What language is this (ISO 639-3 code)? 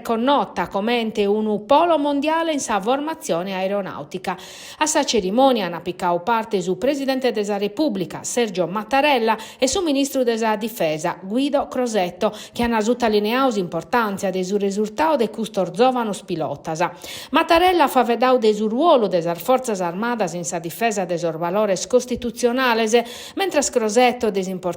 srd